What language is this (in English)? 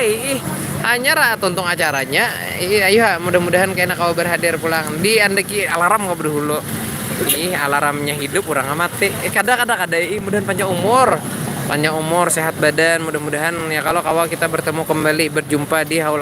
Banjar